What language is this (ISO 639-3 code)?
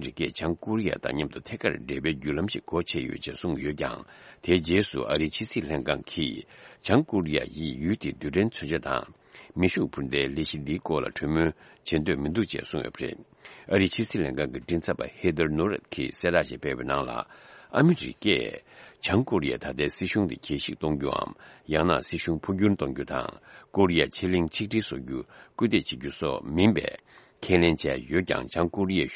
bod